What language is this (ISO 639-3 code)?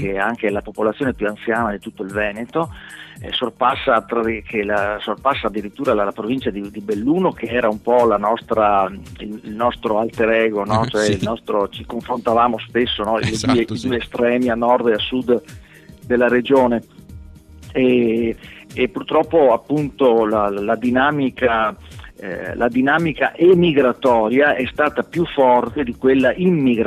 ita